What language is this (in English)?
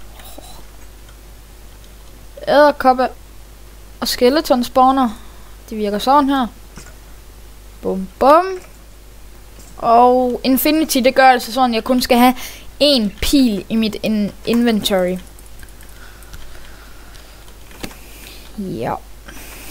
Danish